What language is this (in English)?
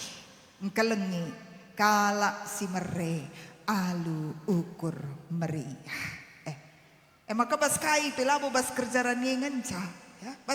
Batak Karo